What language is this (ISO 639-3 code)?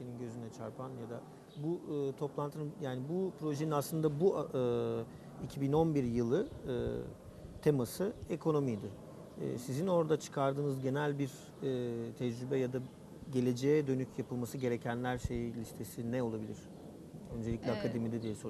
tur